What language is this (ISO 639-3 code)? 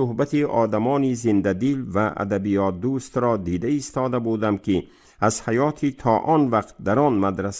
tgk